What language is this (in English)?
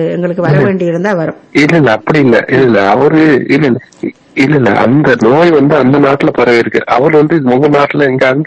Tamil